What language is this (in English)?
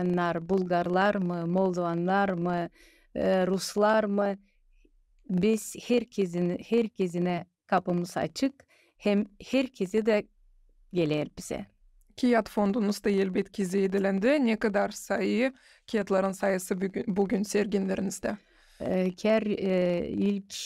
Gagauz